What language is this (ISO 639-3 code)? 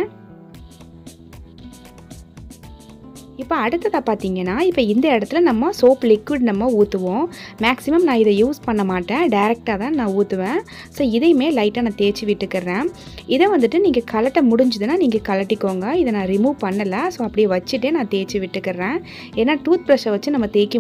tam